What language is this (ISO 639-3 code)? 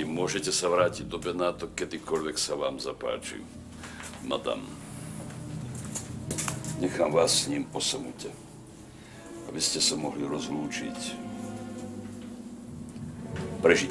slk